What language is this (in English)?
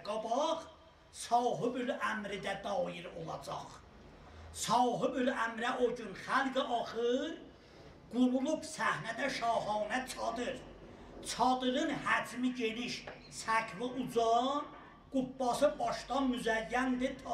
South Azerbaijani